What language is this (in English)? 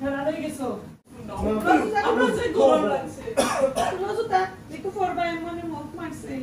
Sylheti